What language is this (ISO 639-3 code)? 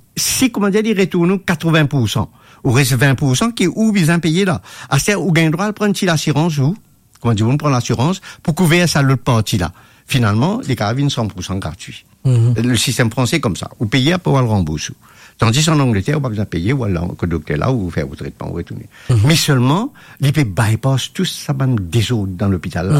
mfe